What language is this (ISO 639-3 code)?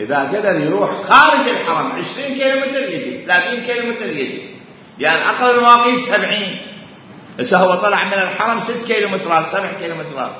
acm